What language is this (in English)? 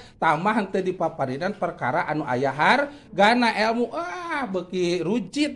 Sundanese